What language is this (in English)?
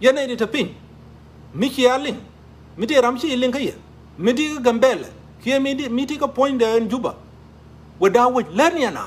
Nuer